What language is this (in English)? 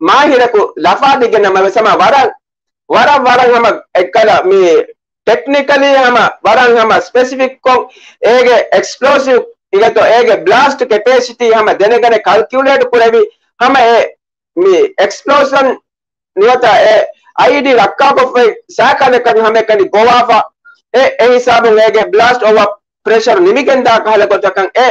Divehi